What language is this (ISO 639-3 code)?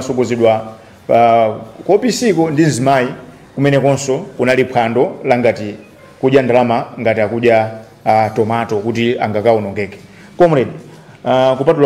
nya